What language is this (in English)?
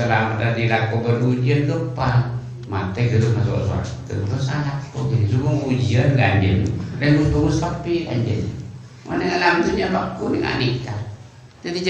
Madurese